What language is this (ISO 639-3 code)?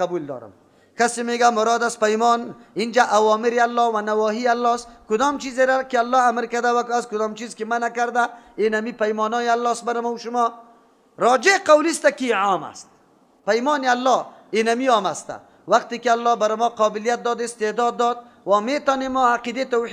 fas